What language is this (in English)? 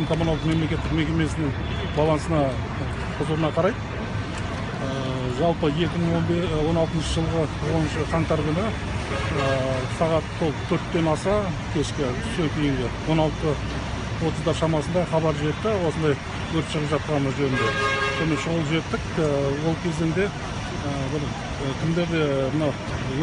Kazakh